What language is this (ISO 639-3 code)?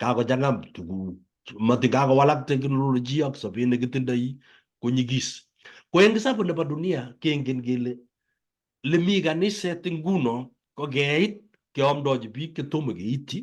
kln